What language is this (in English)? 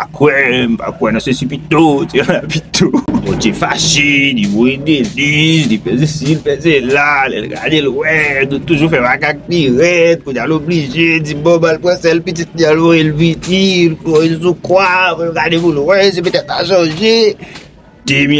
Haitian Creole